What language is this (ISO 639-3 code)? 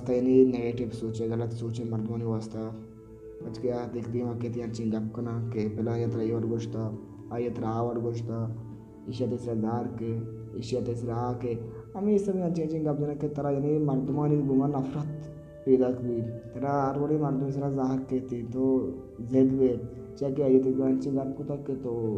bal